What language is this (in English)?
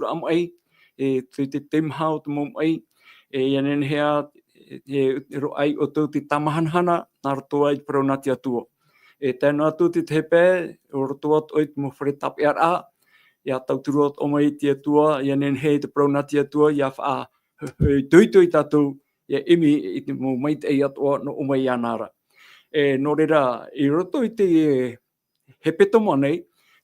Tahitian